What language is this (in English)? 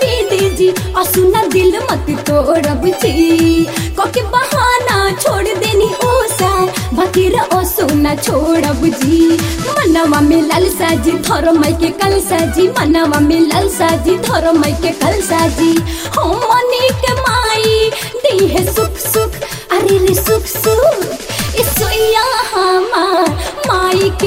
Bhojpuri